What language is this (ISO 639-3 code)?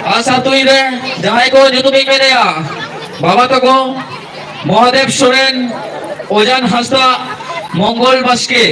sat